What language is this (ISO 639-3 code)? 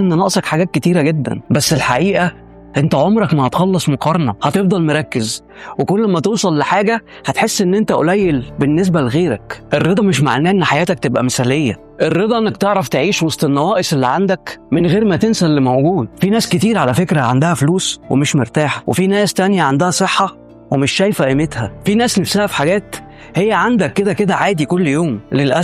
arz